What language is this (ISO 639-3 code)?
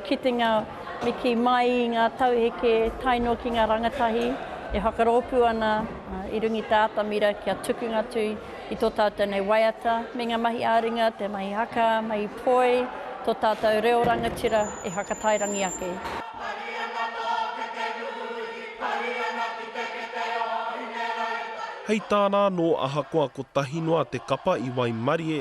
mri